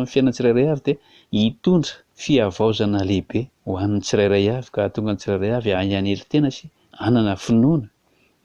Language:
Malagasy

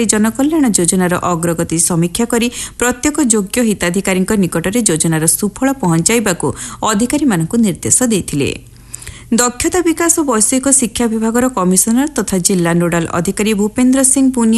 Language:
Odia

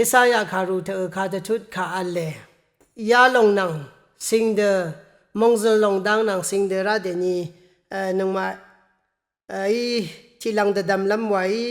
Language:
Rawang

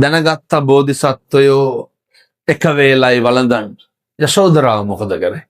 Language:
Sinhala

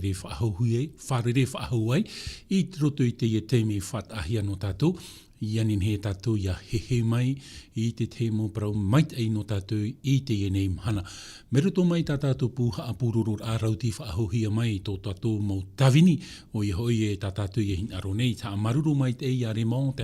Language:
Tahitian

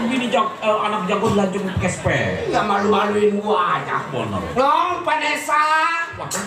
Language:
Betawi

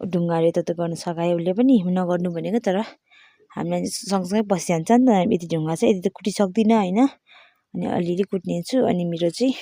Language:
Nepali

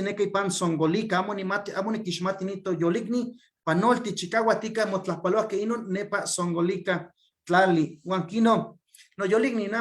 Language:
Eastern Huasteca Nahuatl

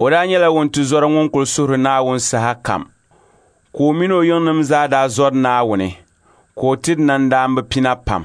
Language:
Dagbani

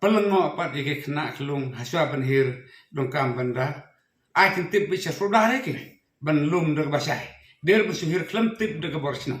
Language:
Khasi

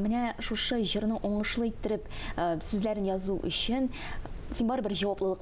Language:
Tatar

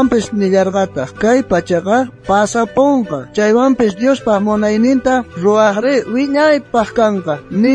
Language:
South Bolivian Quechua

